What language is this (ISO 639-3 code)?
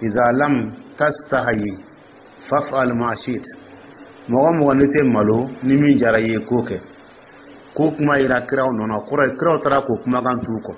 dyu